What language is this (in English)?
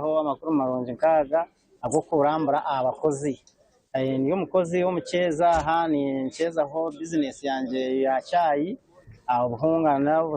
Nyankole